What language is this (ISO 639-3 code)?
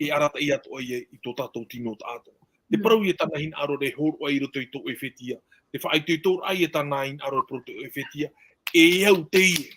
tah